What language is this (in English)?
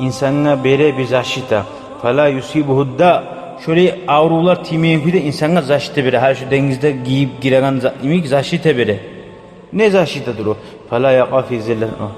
Kumyk